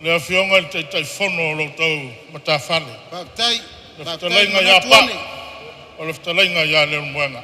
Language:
Samoan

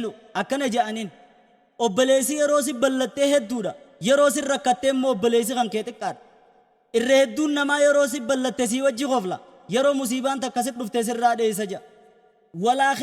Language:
Oromo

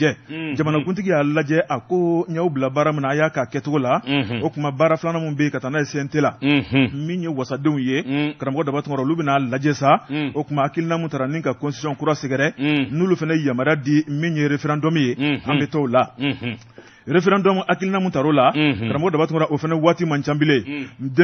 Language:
Bambara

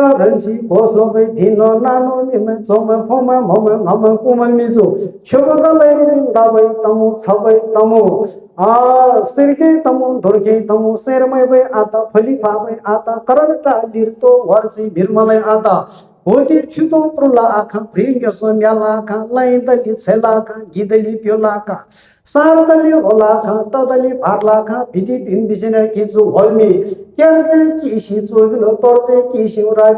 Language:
Nepali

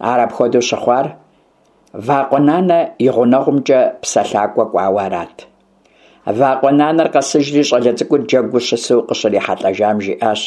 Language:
Kabardian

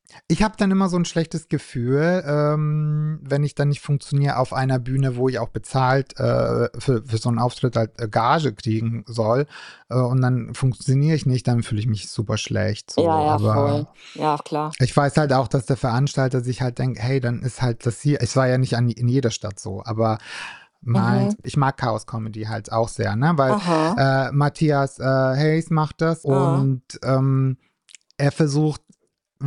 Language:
German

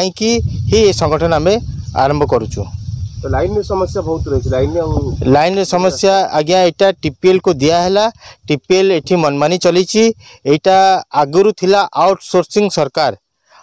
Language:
Odia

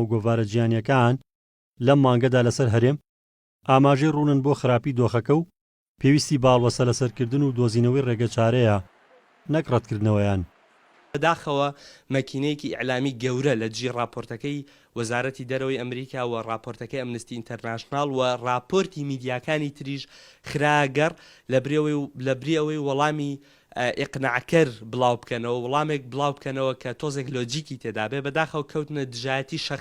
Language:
Central Kurdish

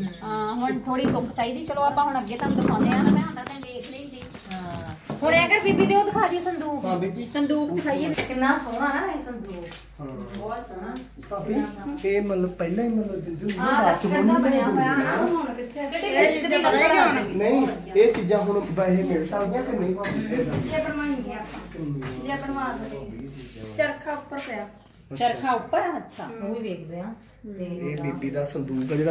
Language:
Punjabi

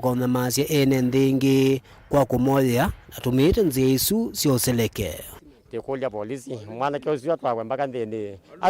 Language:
Kamba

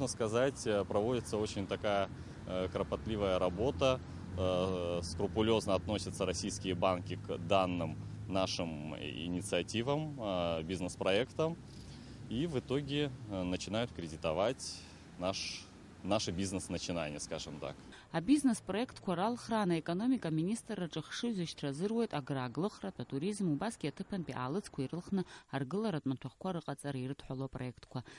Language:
Abkhazian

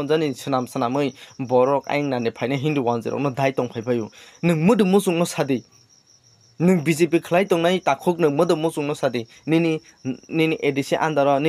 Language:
Kok Borok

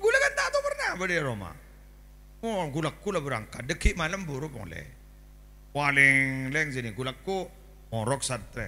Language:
Madurese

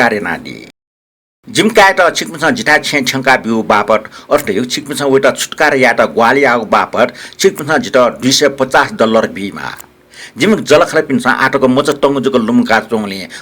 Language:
Newari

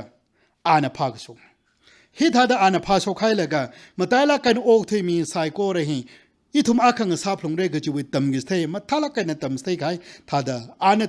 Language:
Tangkhul Naga (India)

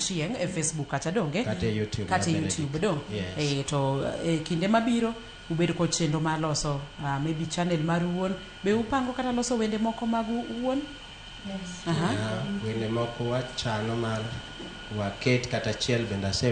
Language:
Luo (Kenya and Tanzania)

